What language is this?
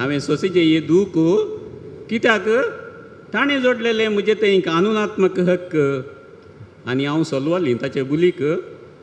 Konkani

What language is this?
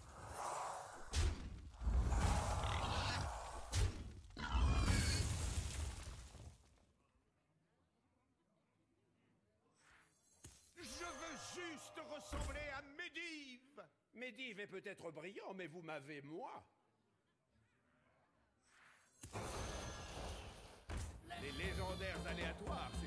French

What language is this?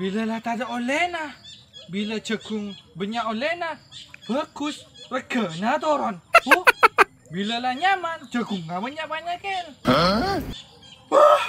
Madurese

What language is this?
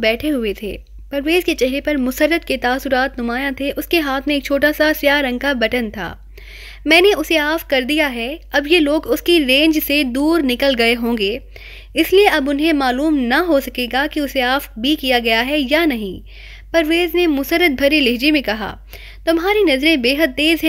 Urdu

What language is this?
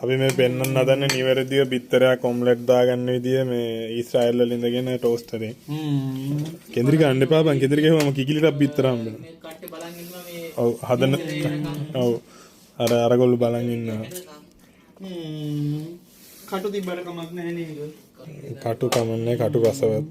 Sinhala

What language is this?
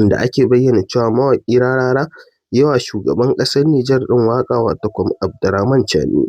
Hausa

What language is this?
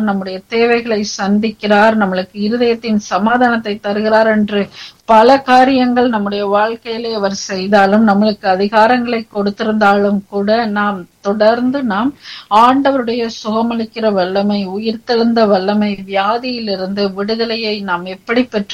Tamil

